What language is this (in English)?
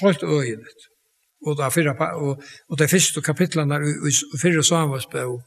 Faroese